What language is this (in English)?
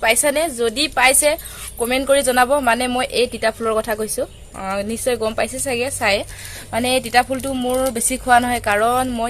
Assamese